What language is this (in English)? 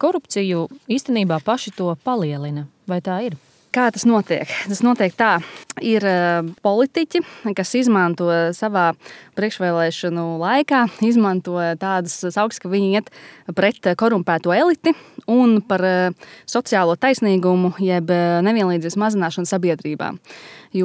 Latvian